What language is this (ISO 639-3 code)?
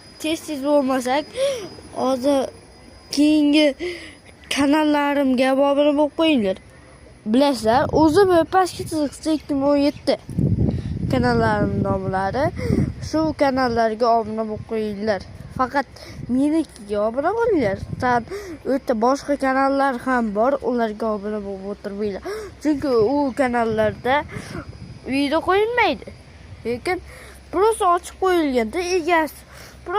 uzb